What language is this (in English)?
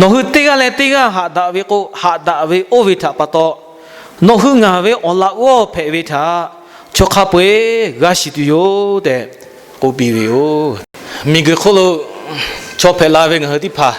Lahu